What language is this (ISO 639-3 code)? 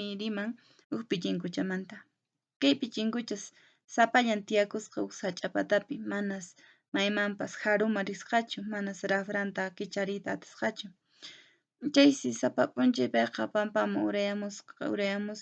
que